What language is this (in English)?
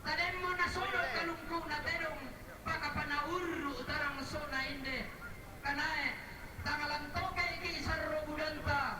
Toraja-Sa'dan